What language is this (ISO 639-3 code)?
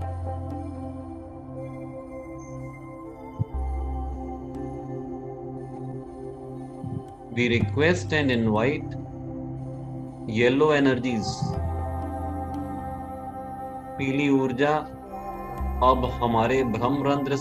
hin